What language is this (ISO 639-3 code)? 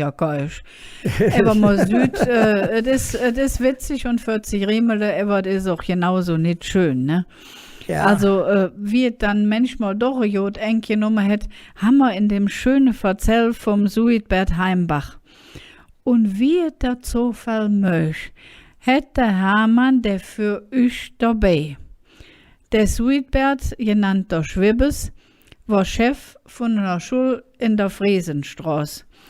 ksh